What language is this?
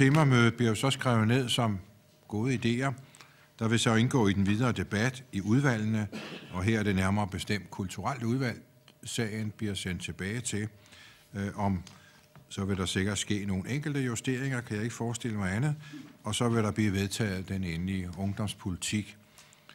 Danish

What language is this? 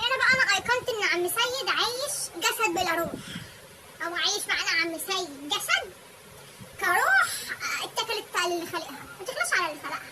Egyptian Arabic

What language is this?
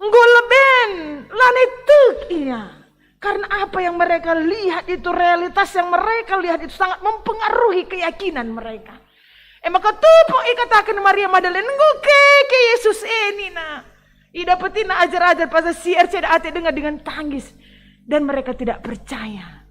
Batak Karo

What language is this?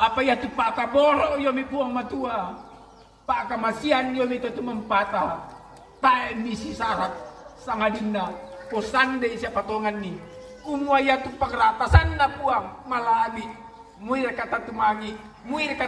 Toraja-Sa'dan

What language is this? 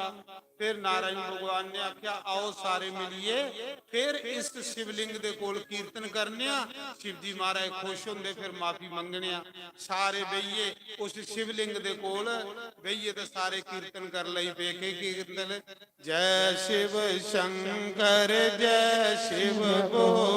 Dogri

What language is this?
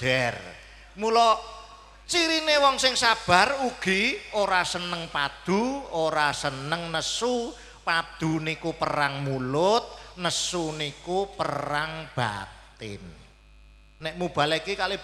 Javanese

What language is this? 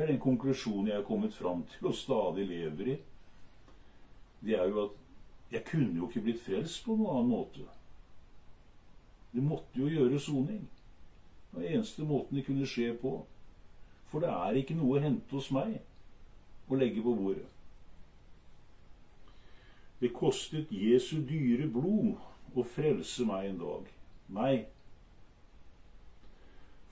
Norwegian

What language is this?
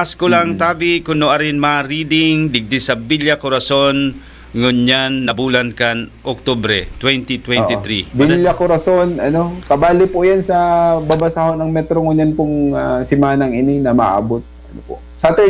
Bikol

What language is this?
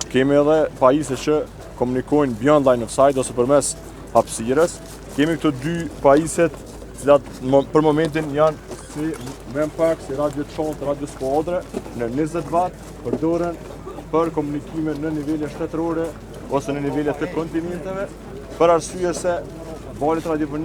Albanian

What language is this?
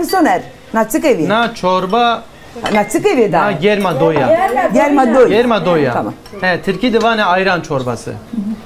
Zaza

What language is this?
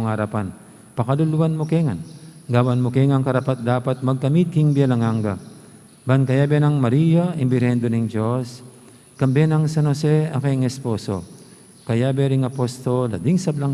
Pampanga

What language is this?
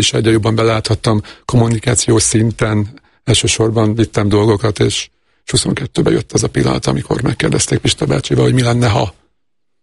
Hungarian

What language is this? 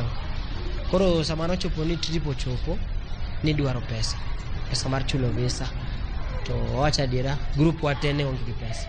Luo (Kenya and Tanzania)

